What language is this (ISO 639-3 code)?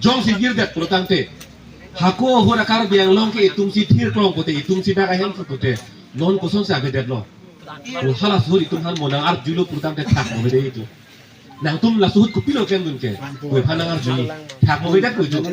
mjw